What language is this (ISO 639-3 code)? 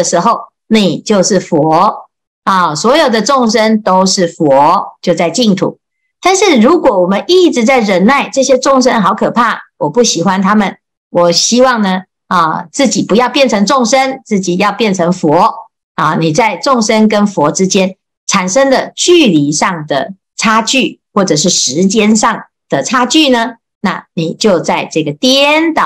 zho